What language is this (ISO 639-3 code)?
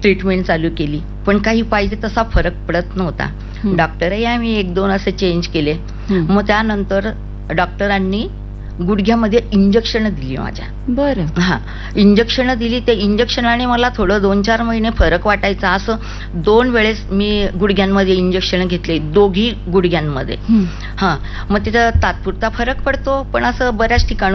mar